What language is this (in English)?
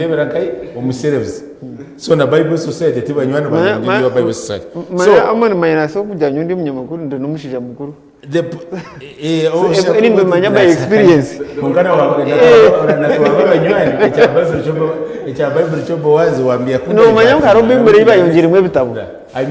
Nyankole